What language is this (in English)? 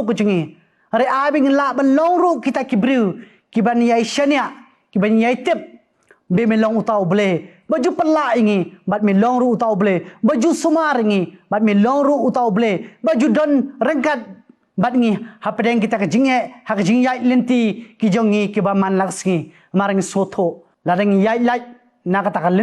Khasi